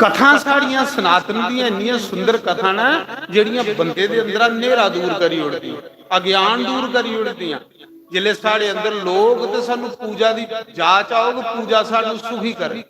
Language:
Dogri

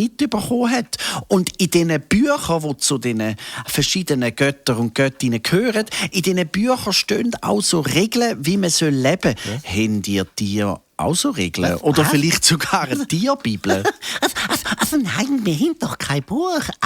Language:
Swiss German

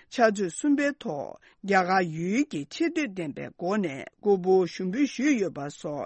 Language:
Tibetan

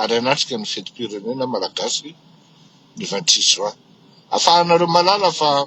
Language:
Malagasy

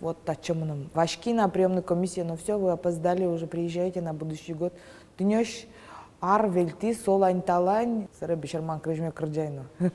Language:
Udmurt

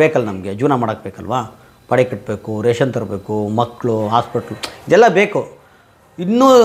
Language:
Kannada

